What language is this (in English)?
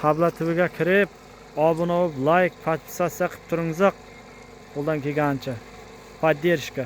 Uzbek